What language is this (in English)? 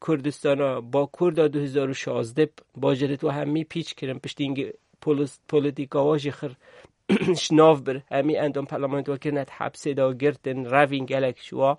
Kurdish